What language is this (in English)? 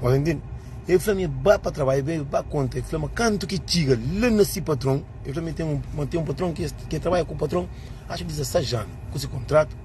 Kabuverdianu